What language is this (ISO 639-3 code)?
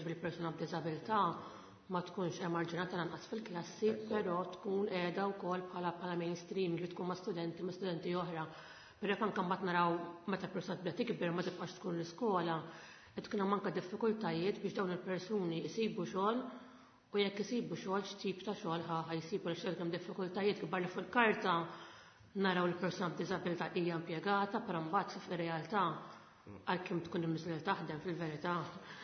mlt